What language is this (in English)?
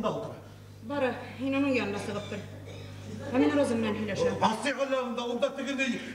Bashkir